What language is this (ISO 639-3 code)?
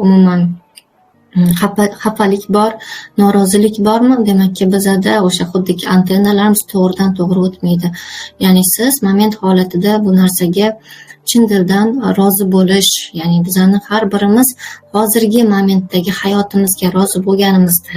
uzb